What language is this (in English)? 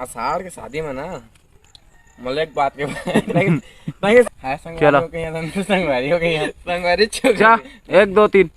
Chhattisgarhi